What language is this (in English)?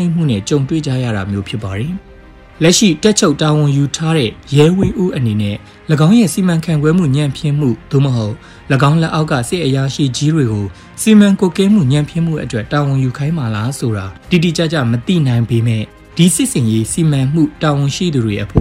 Burmese